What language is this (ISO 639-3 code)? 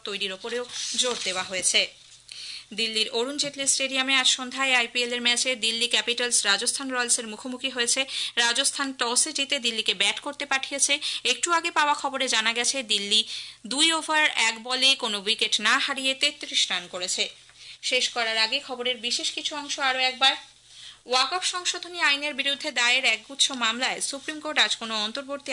ben